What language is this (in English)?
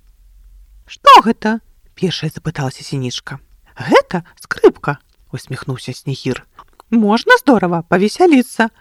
Belarusian